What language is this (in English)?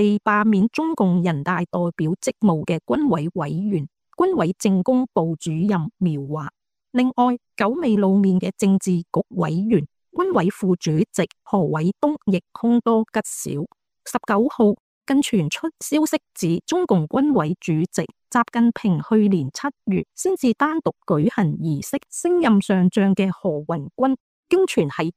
Cantonese